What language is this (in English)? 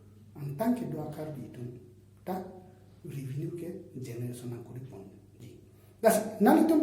Karbi